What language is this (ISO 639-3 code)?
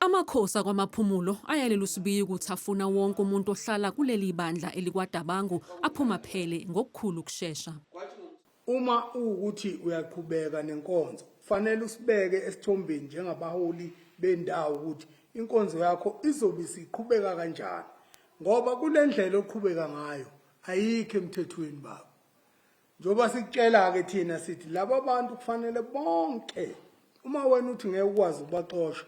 zul